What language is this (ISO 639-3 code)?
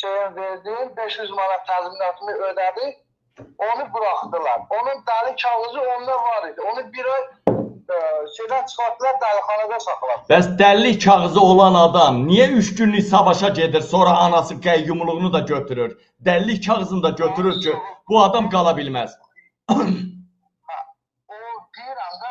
aze